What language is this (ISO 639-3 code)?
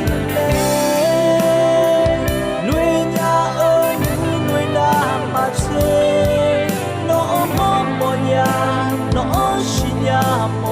ahk